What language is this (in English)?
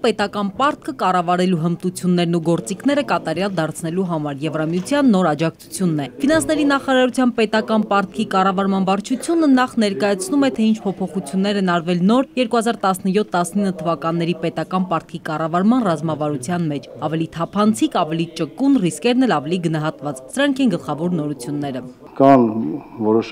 Armenian